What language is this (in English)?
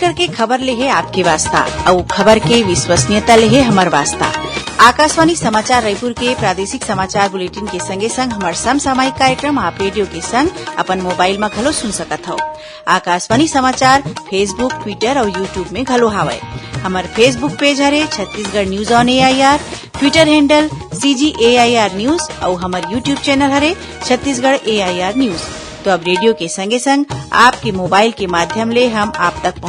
Chhattisgarhi